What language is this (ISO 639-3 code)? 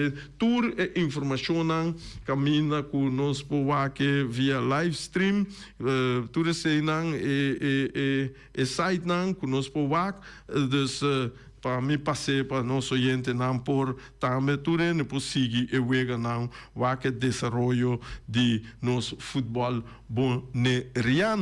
pap